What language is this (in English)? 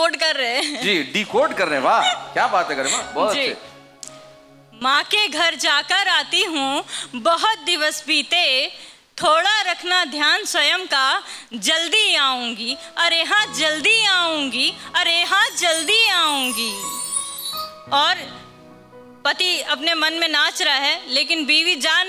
Hindi